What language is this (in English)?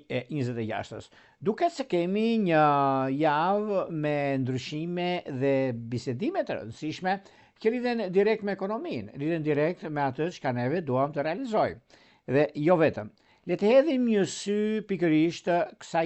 Albanian